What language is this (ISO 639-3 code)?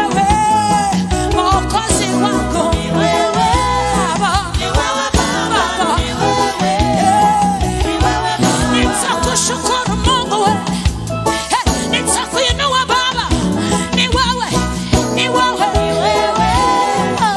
swa